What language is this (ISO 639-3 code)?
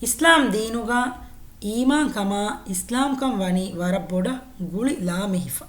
div